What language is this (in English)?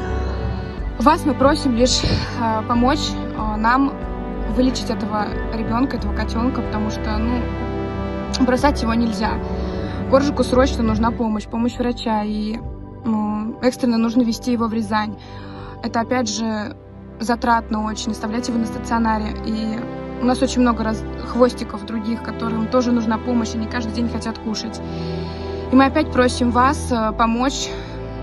Russian